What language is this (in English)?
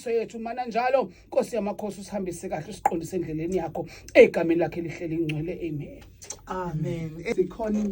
Zulu